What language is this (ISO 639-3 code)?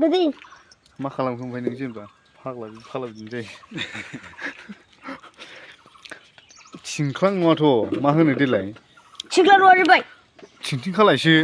brx